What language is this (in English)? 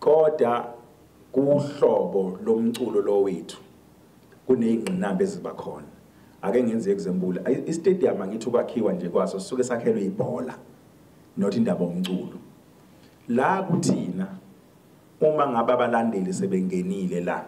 Zulu